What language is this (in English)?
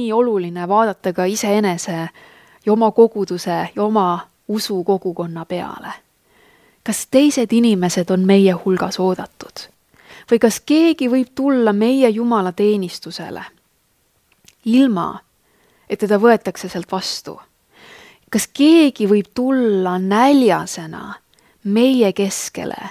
Estonian